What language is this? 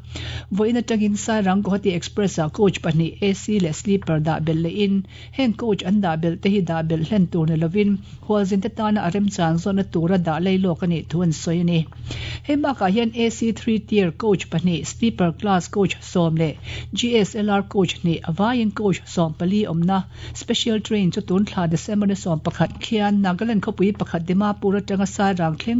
Mizo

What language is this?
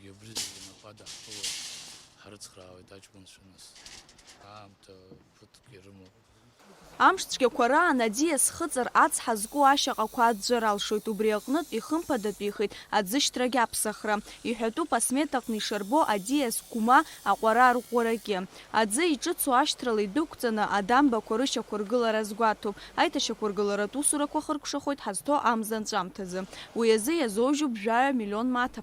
Abkhazian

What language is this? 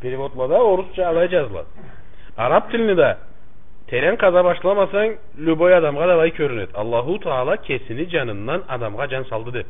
Karachay-Balkar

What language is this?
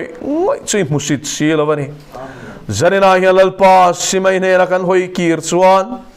Mizo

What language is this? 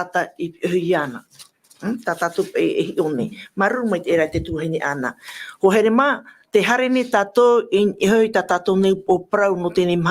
Tahitian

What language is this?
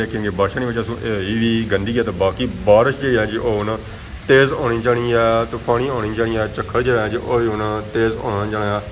Pahari-Potwari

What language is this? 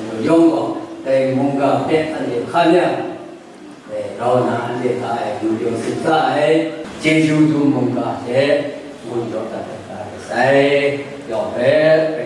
Kachin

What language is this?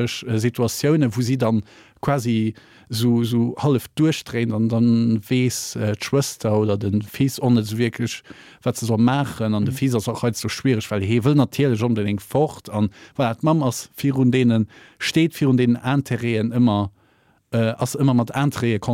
Luxembourgish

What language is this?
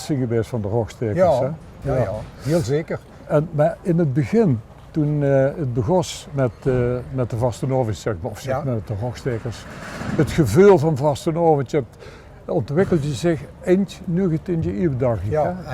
Limburgish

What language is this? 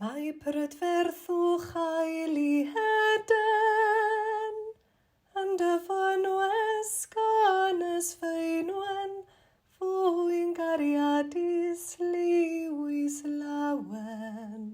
Welsh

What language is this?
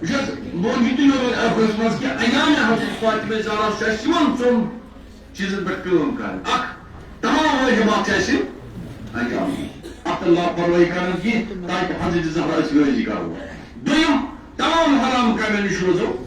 Kashmiri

